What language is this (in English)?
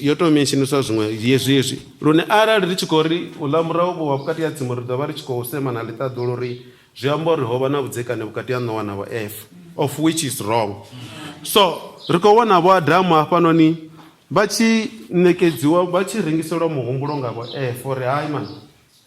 Venda